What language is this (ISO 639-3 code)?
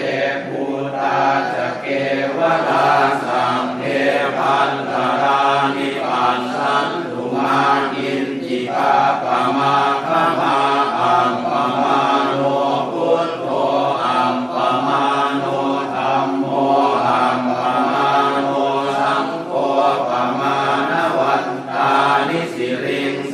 pli